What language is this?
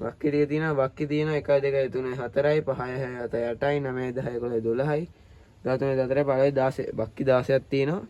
Sinhala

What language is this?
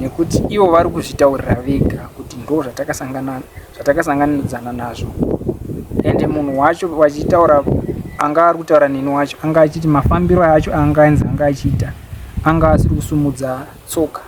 Shona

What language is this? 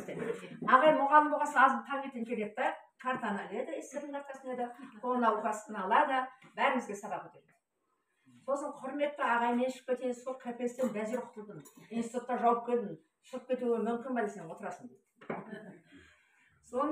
Kazakh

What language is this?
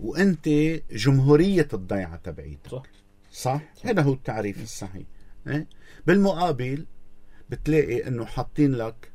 North Levantine Arabic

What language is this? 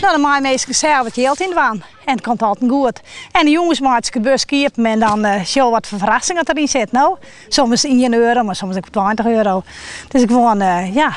Western Frisian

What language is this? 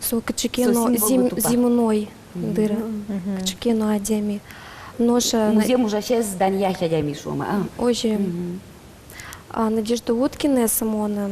Udmurt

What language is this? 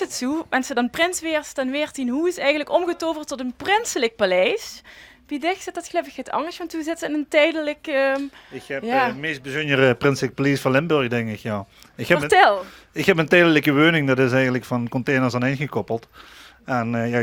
Limburgish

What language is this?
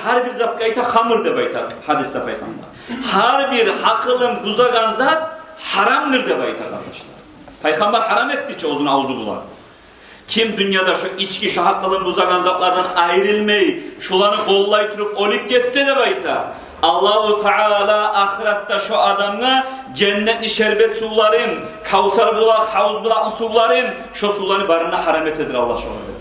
Kumyk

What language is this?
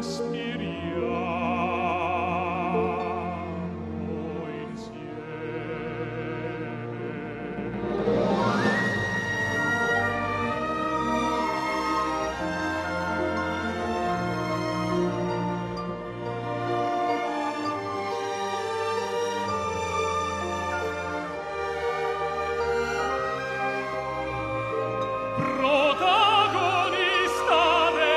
Italian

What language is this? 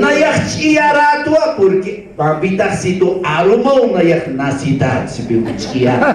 Aymara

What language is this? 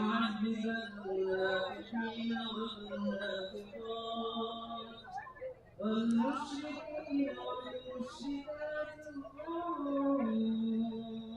Divehi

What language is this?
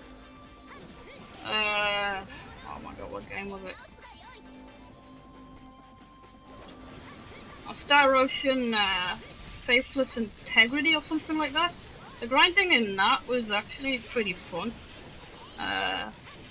English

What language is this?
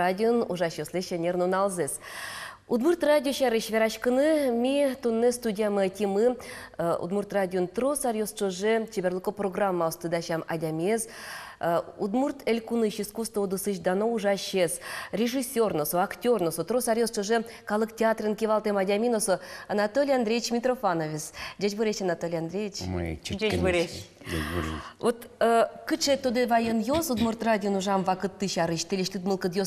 Udmurt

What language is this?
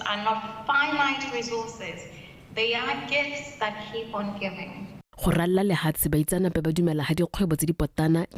Tswana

